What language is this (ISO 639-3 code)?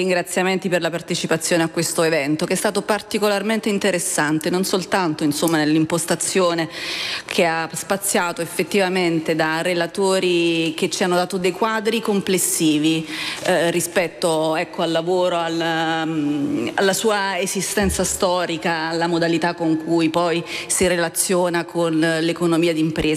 ita